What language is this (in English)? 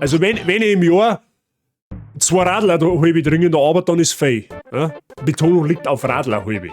Bavarian